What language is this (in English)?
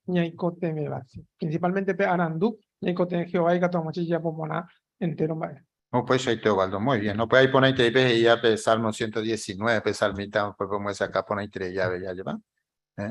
Guarani